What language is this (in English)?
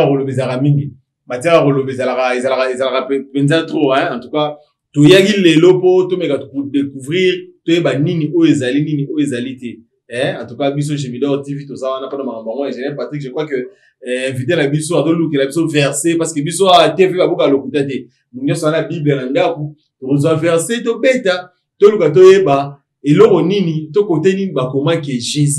Lingala